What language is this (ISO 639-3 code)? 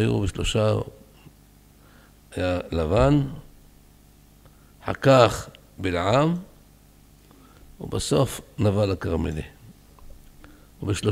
heb